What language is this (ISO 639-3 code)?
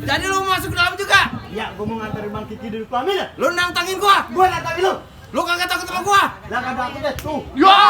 bew